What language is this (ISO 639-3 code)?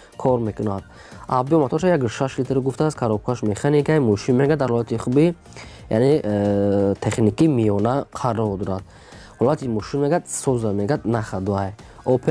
tgk